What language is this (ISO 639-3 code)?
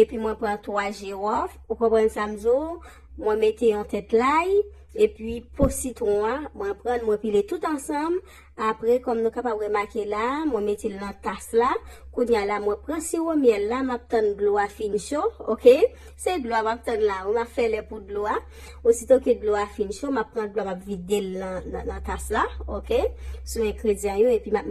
hat